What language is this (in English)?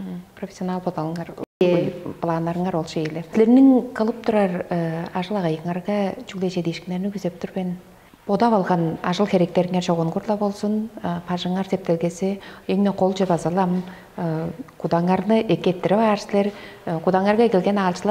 Tuvinian